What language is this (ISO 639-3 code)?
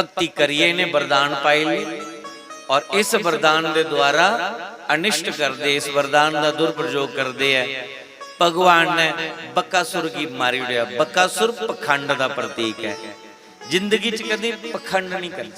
doi